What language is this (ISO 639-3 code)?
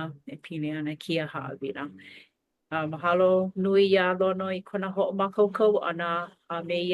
haw